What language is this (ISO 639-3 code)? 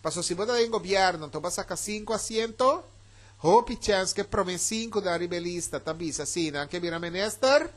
pap